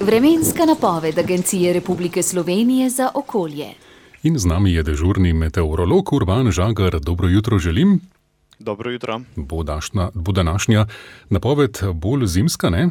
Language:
Slovenian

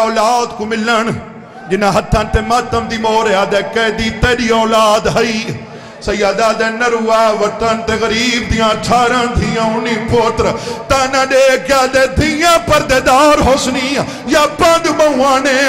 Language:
Saraiki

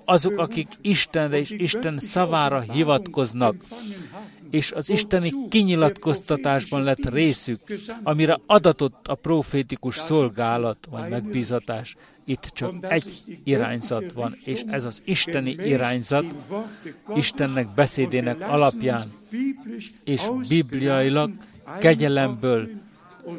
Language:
Hungarian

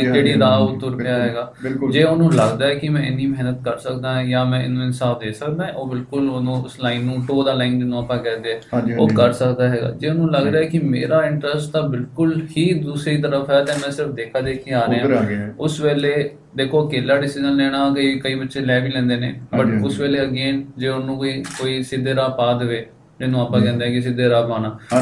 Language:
Punjabi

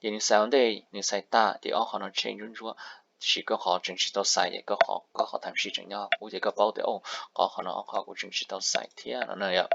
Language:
Hmong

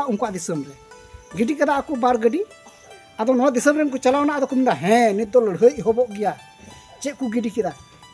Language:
Santali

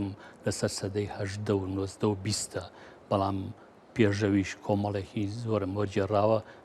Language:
Central Kurdish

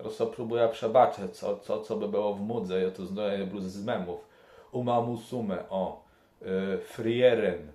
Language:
Kashubian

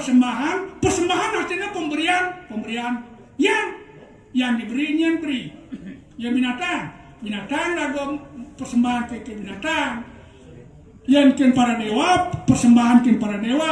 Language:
Balinese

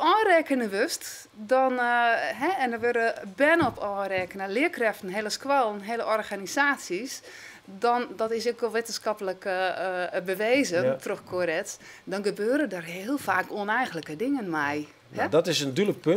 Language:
Western Frisian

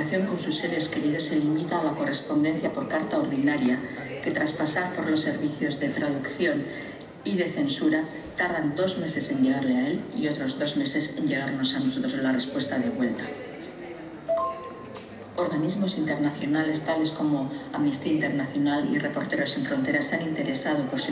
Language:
Spanish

